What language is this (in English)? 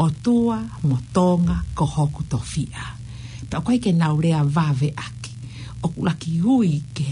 Tongan